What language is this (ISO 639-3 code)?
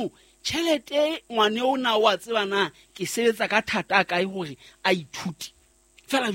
sot